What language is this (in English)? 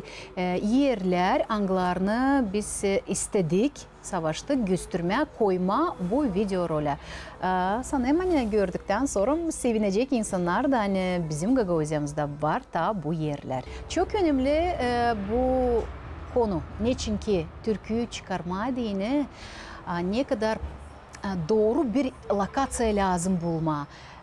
Gagauz